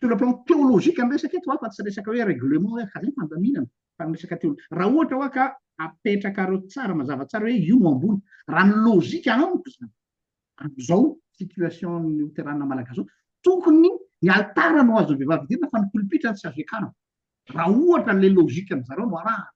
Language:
Malagasy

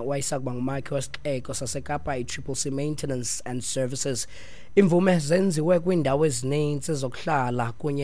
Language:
Xhosa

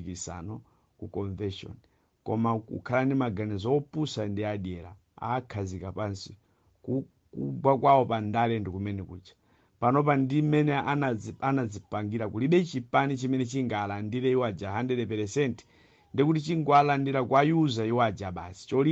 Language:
Nyanja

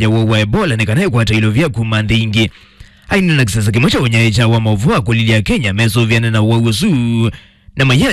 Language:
Kamba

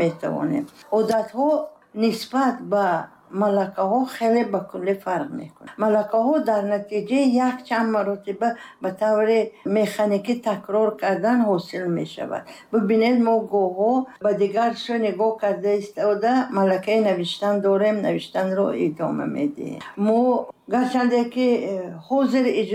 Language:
Tajik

